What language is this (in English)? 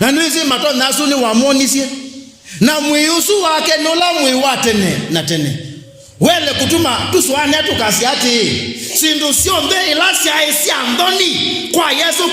Kamba